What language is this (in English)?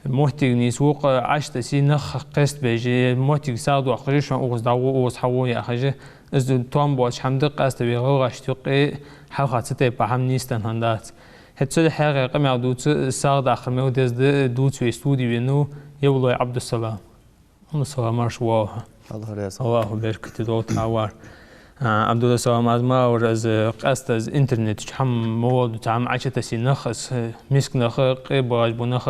Ingush